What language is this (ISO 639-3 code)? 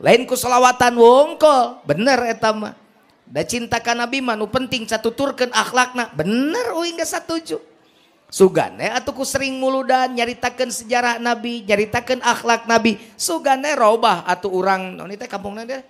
sun